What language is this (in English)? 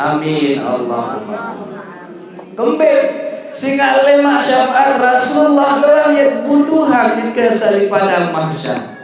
Sasak